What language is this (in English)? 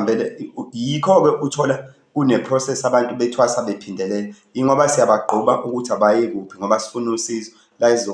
Zulu